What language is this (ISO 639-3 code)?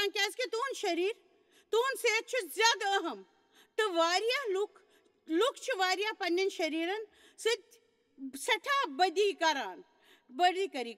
kas